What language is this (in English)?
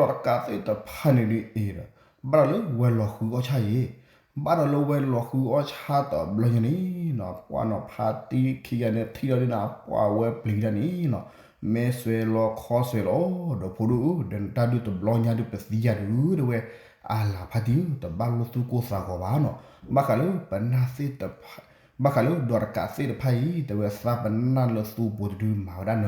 S'gaw Karen